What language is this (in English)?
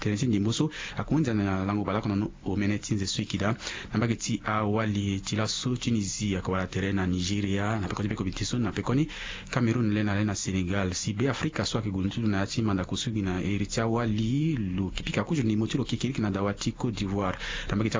Sango